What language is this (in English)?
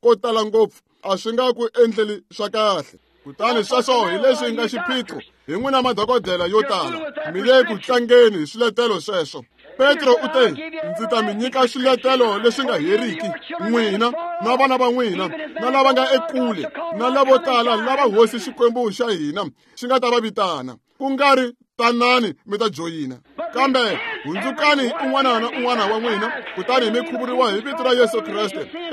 Tsonga